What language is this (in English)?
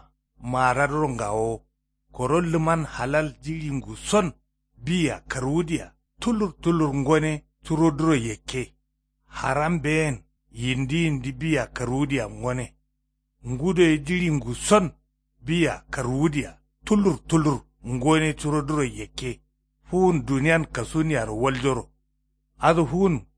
Kanuri